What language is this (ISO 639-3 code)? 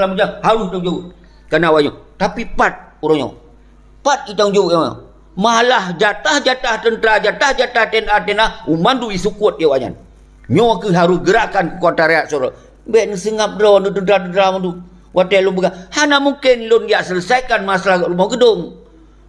ace